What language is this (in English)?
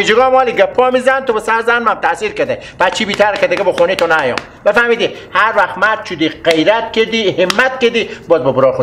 Persian